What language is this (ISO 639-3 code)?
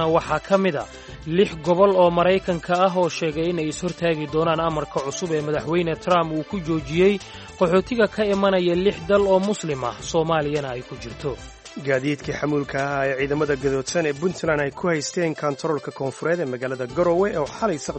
som